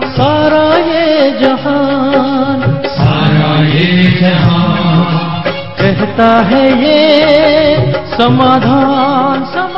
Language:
Hindi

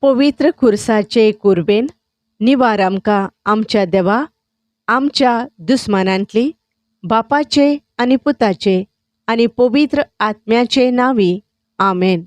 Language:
Konkani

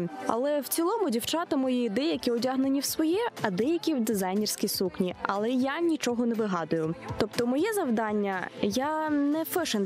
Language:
Ukrainian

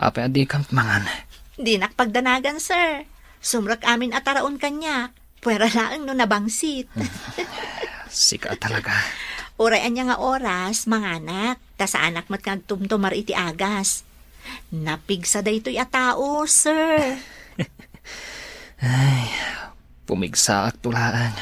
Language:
Iloko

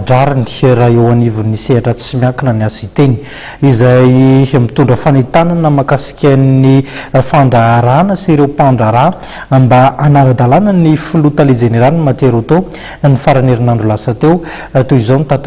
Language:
Malagasy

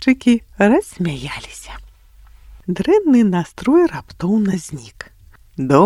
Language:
Belarusian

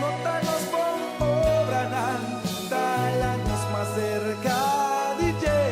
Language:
Papiamento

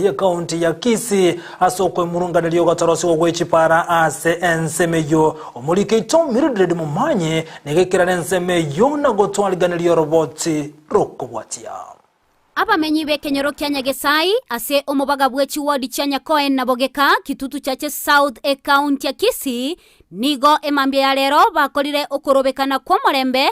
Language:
Gusii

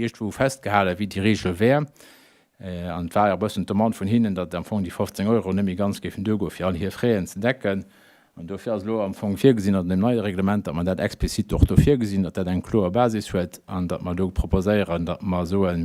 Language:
Luxembourgish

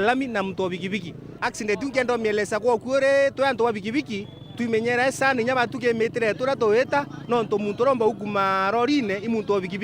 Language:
Meru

